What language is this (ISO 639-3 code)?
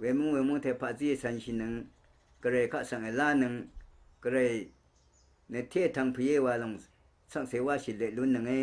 raw